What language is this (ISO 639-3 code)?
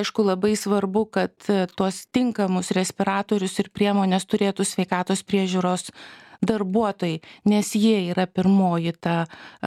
lit